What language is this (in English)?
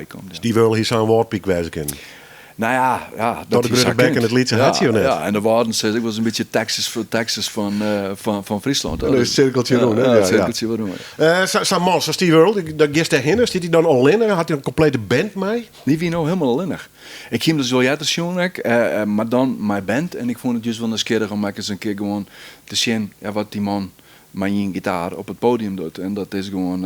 Western Frisian